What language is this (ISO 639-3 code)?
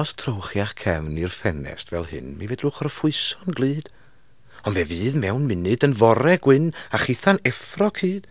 cym